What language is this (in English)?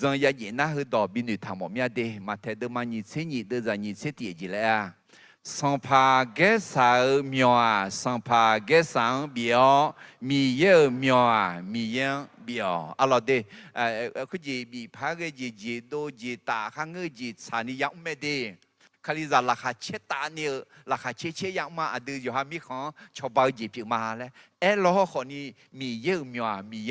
Akha